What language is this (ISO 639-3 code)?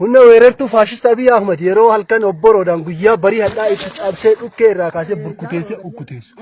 orm